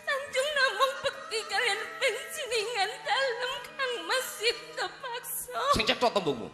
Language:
Javanese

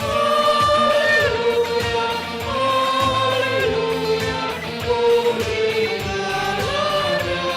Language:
Batak Karo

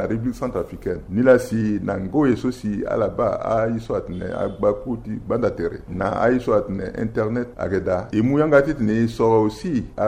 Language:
Sango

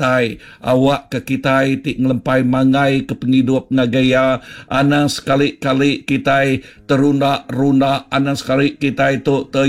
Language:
Iban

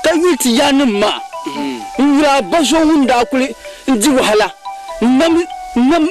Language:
Dagbani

